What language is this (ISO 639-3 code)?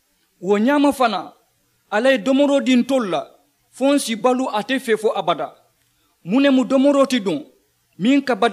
man